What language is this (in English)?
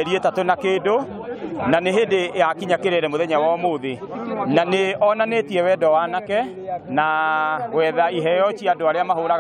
Kikuyu